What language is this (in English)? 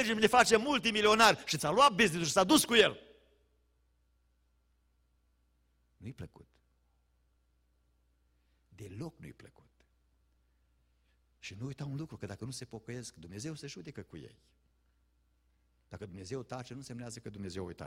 Romanian